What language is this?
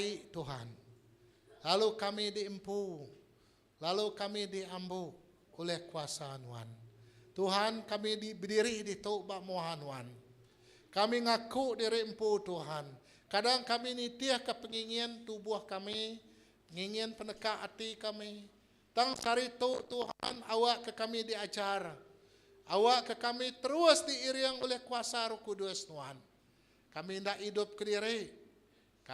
Iban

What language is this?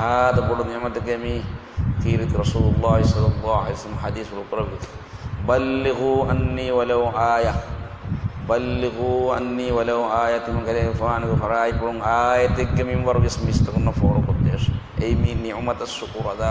Divehi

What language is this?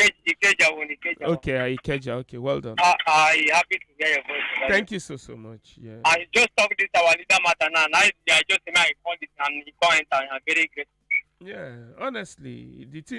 Nigerian Pidgin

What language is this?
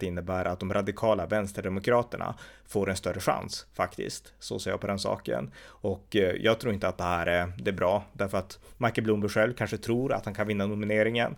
Swedish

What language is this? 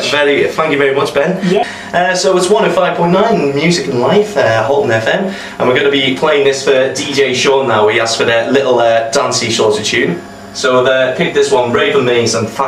English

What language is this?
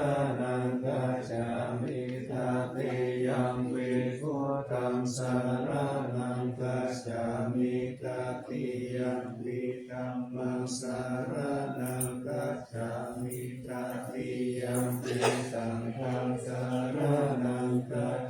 Pali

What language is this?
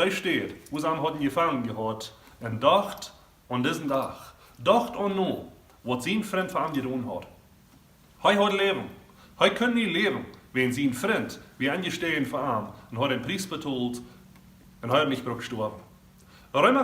Plautdietsch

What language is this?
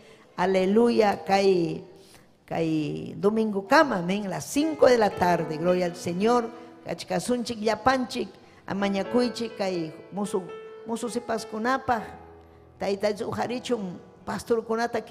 Ayacucho Quechua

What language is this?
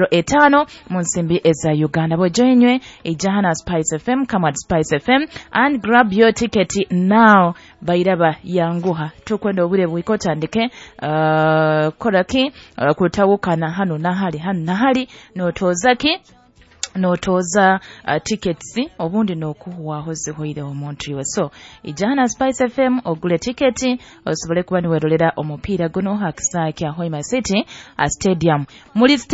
Nyoro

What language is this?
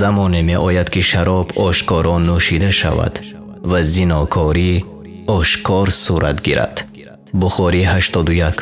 Tajik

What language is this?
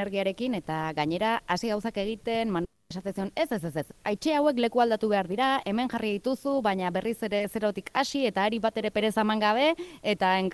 Basque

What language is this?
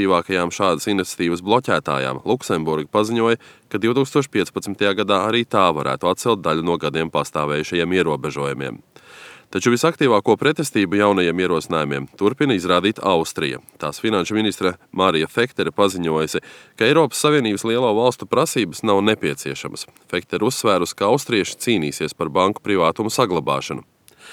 Latvian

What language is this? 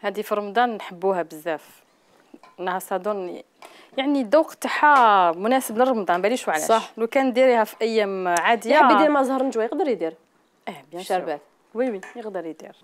Algerian Arabic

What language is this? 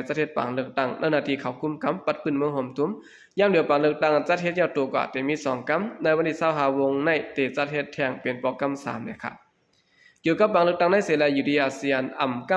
Shan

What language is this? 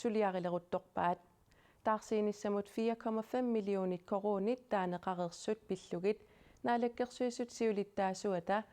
Kalaallisut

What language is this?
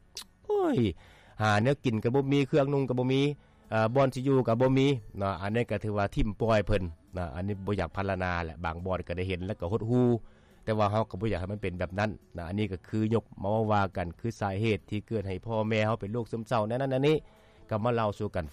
Lao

